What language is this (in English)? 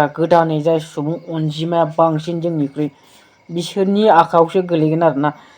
Bodo